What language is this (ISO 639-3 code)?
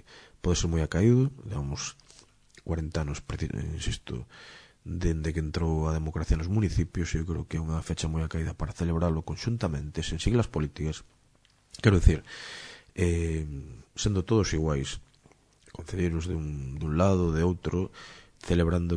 glg